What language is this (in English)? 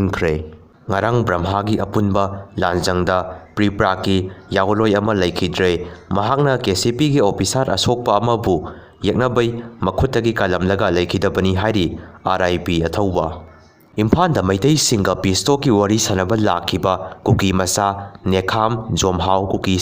Manipuri